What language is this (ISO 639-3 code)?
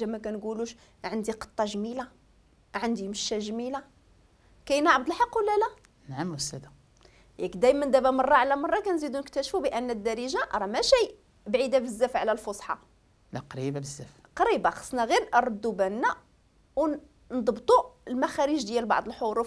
ary